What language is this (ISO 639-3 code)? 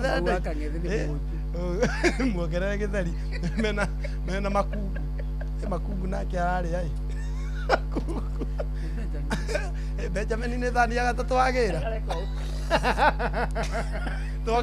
kik